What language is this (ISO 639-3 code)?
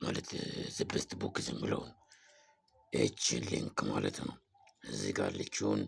amh